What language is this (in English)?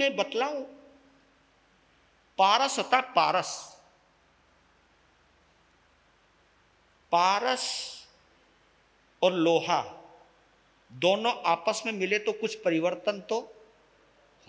Hindi